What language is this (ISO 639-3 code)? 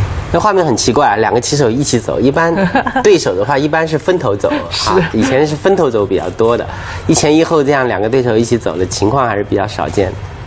zho